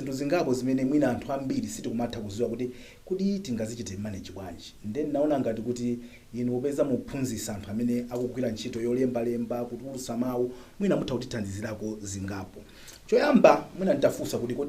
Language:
Nyanja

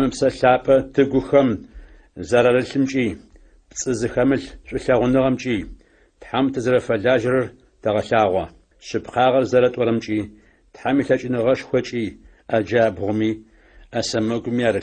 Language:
Adyghe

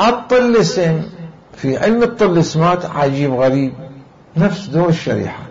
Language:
Mesopotamian Arabic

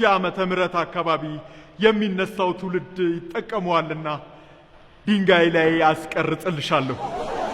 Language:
Amharic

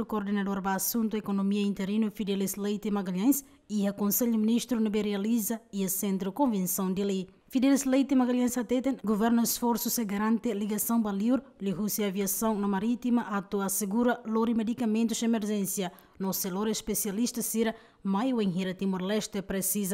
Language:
Tetum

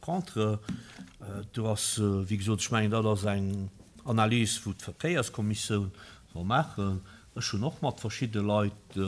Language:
Luxembourgish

